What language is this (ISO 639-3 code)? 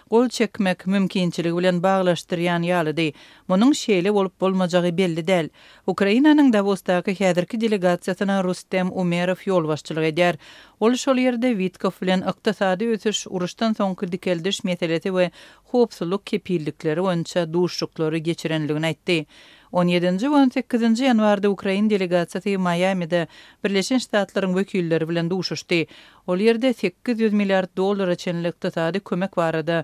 kir